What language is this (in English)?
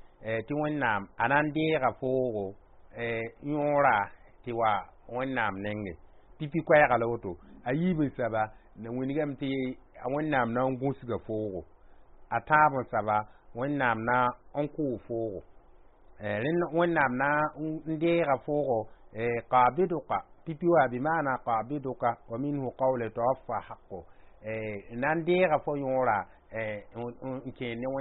Mossi